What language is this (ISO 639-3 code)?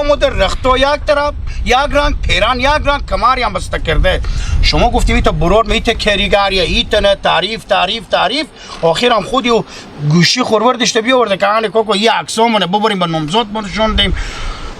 haz